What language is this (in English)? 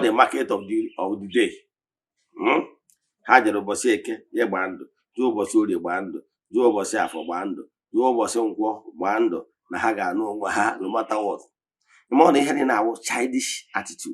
Igbo